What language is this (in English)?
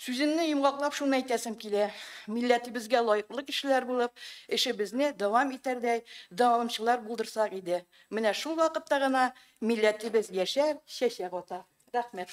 Tatar